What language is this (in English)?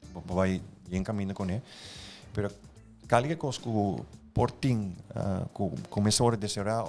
Papiamento